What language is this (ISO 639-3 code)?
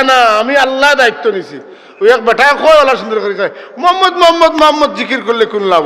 syl